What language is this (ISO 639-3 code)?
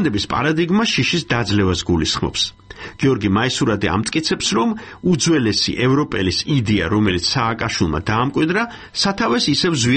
kat